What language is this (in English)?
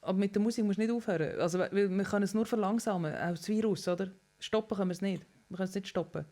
Swiss German